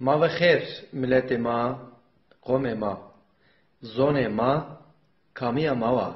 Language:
Zaza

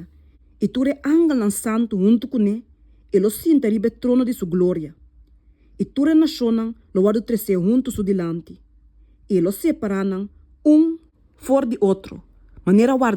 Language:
Papiamento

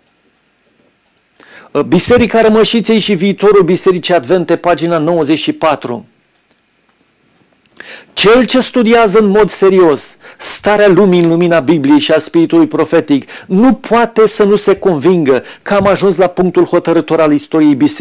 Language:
Romanian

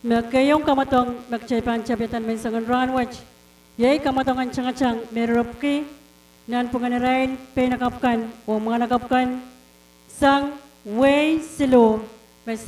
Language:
Pohnpeian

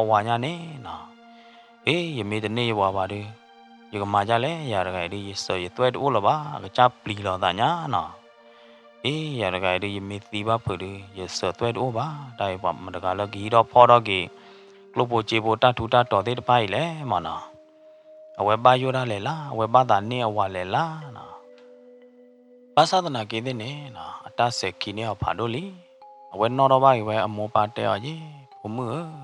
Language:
S'gaw Karen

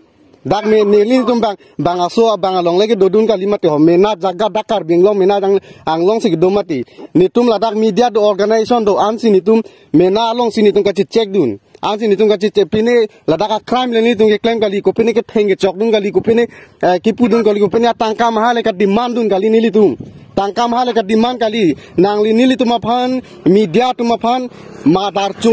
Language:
Karbi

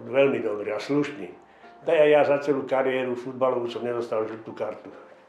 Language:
Slovak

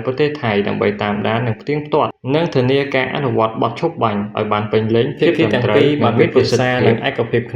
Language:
Khmer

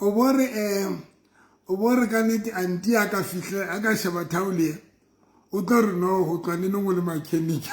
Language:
Southern Sotho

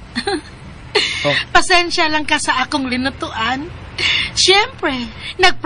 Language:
Cebuano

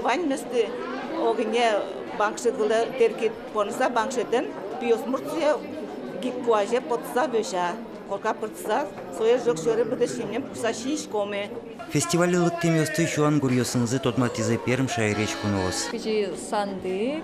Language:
Udmurt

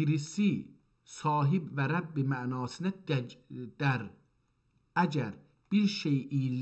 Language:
South Azerbaijani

